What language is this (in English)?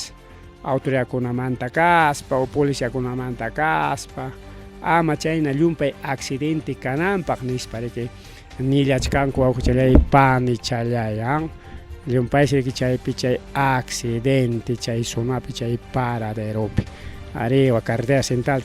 Ayacucho Quechua